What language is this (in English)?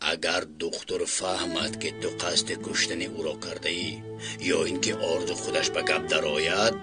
Tajik